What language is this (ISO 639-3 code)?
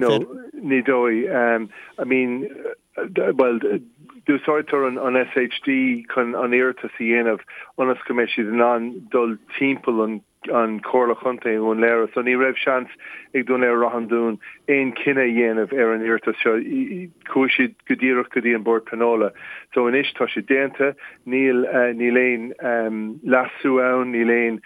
gle